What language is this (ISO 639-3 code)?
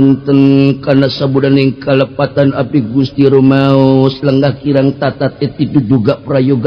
sun